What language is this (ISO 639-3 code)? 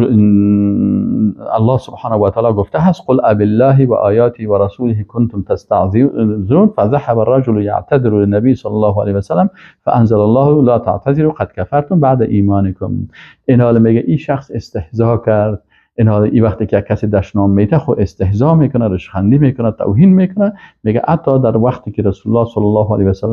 fas